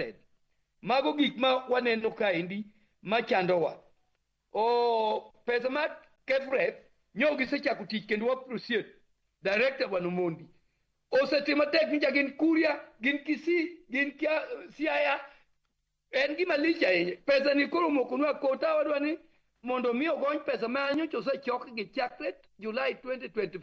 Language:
Luo (Kenya and Tanzania)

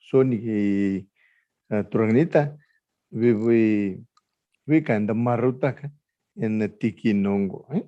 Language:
Fijian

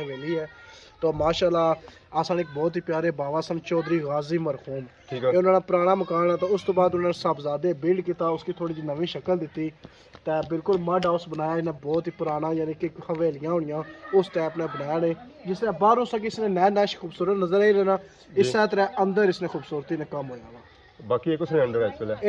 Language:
Pahari-Potwari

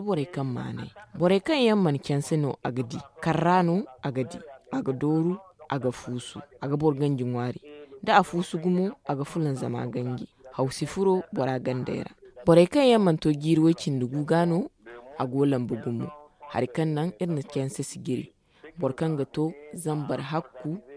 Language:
Zarma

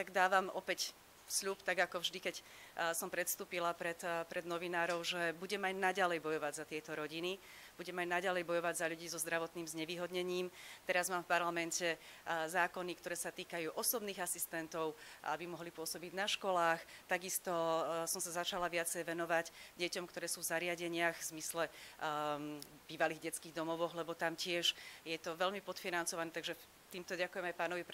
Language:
Slovak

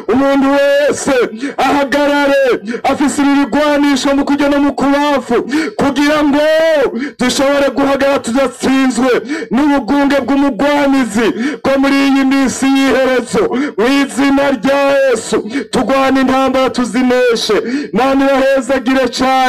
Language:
Rundi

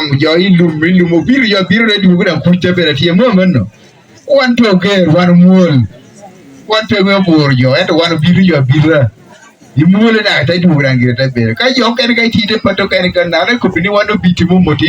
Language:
Acoli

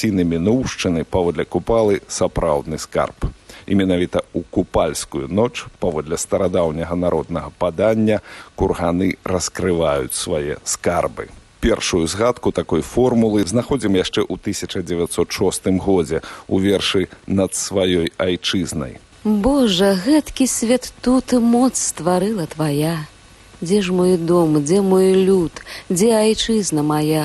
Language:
Belarusian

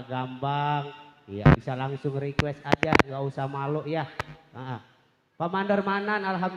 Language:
Betawi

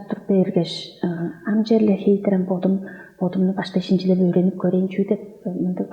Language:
Tuvinian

